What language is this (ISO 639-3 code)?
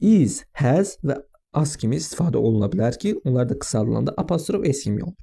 aze